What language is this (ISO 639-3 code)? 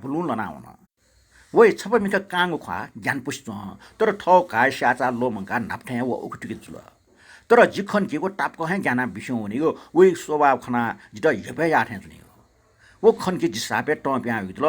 new